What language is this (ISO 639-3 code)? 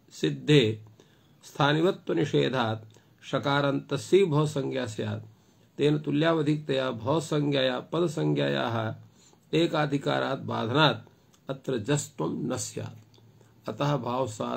san